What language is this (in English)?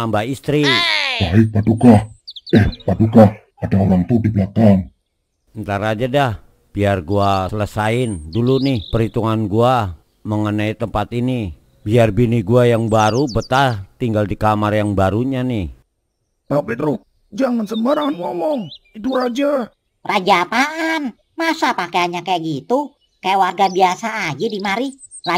Betawi